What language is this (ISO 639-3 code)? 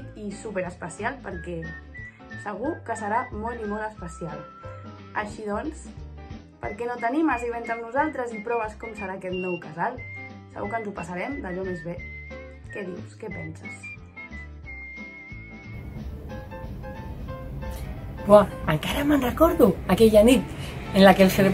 cat